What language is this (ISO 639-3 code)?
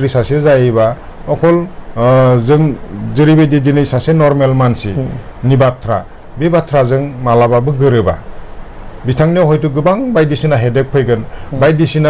brx